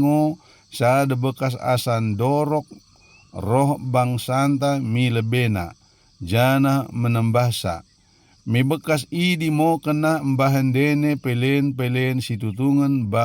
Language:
Batak Dairi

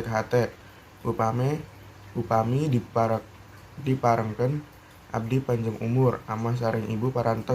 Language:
Sundanese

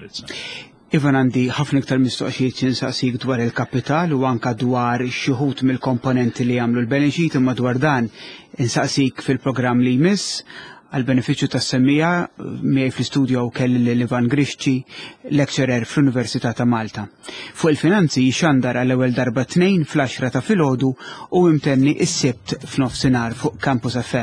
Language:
Maltese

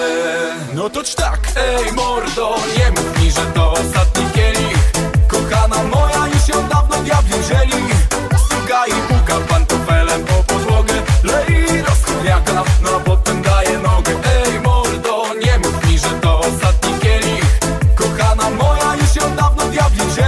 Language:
Polish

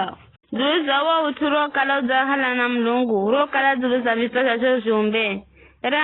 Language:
Giryama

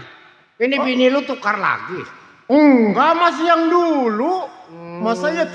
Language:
Betawi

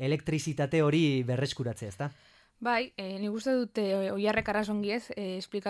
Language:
Basque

